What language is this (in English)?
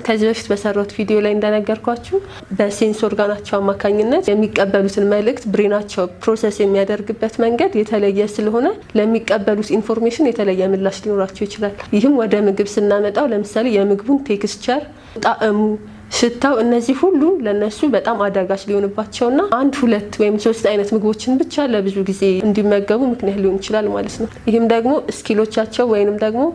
Amharic